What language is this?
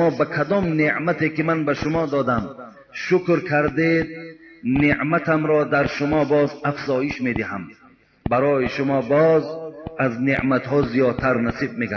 Tajik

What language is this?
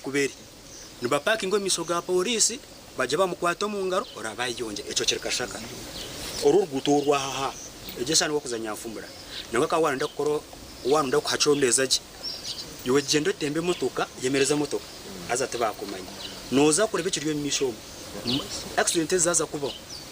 Nyankole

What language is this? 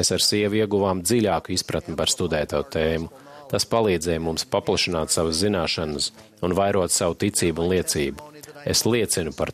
Latvian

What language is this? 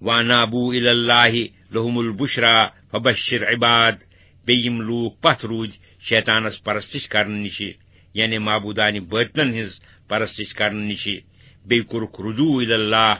Kashmiri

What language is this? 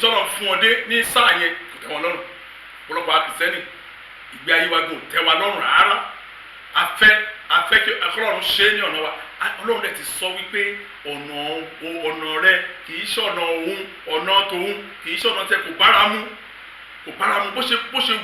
Yoruba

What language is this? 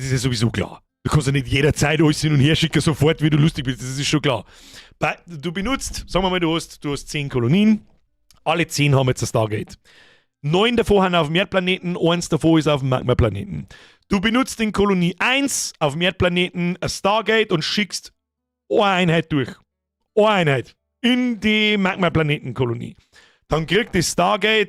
Bavarian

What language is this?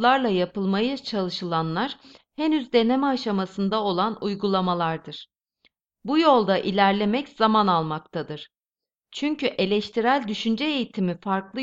Turkish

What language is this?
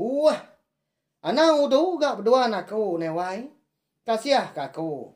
Iban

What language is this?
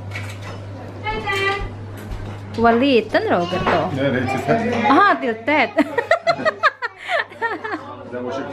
Swedish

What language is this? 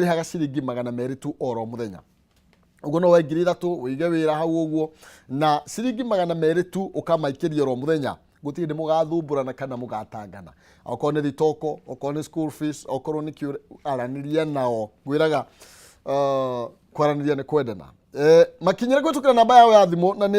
Kikuyu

